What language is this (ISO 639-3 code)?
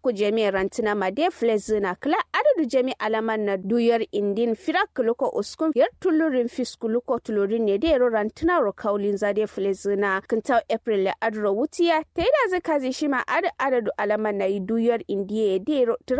kau